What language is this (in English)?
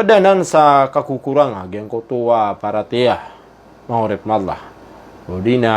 Maranao